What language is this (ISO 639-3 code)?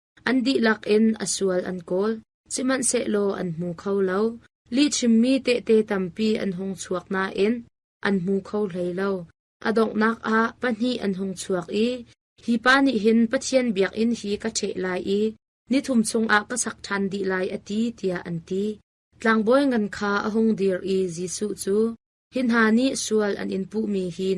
cnh